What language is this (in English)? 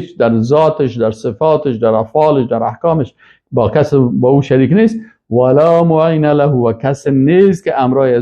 Persian